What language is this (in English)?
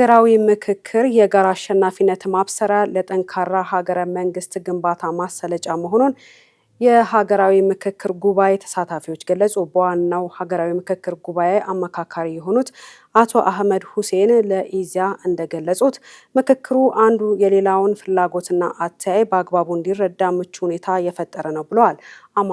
Amharic